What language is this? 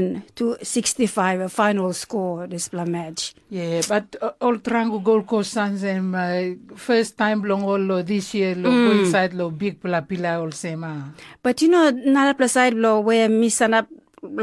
Tok Pisin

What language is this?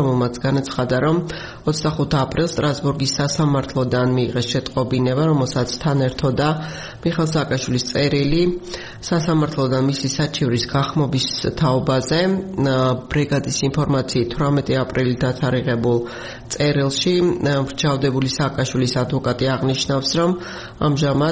Georgian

